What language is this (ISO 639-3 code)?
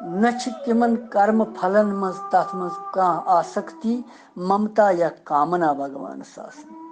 kas